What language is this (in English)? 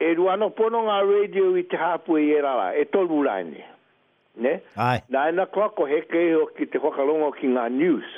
Māori